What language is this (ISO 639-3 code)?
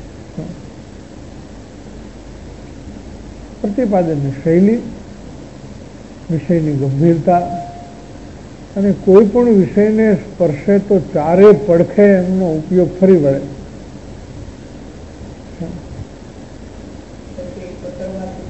guj